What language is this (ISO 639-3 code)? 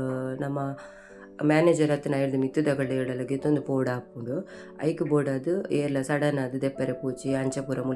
tcy